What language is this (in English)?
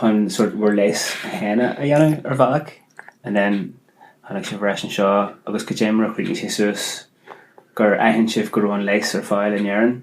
Irish